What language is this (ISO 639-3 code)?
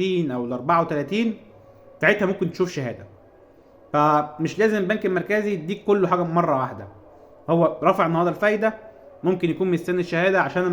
arz